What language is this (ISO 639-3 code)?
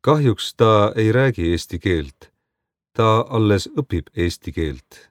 est